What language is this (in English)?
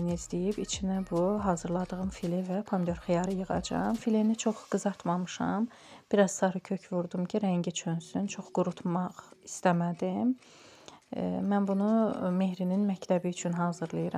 Azerbaijani